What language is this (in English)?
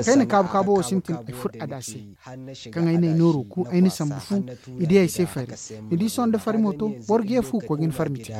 Zarma